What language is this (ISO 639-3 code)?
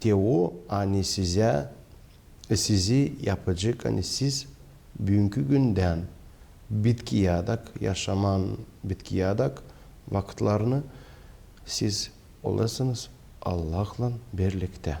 gag